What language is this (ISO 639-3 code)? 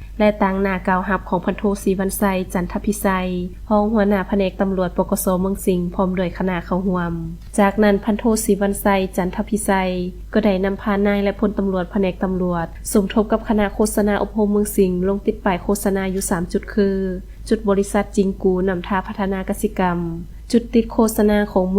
lao